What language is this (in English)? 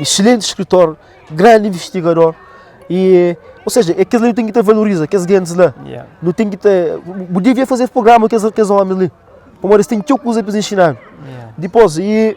Kabuverdianu